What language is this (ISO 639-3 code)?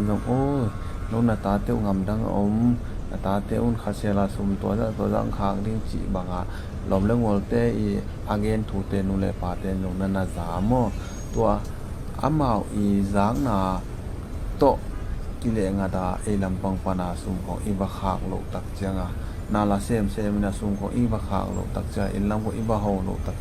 ctd